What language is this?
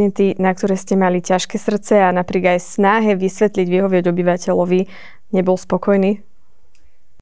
Slovak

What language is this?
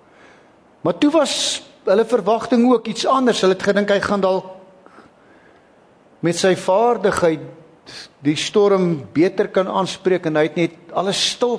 Afrikaans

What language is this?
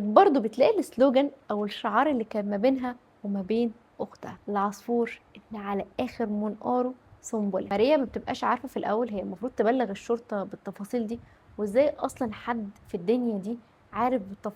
Egyptian Arabic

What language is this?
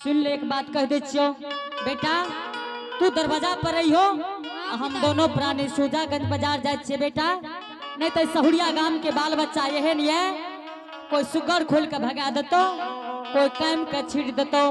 Angika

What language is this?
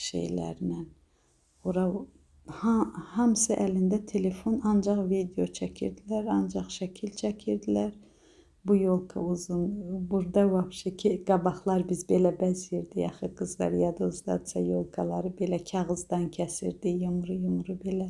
Azerbaijani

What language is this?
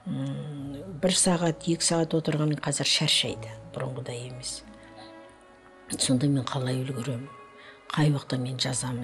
Kazakh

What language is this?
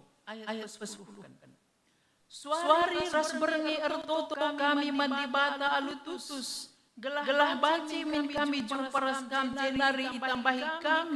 Batak Karo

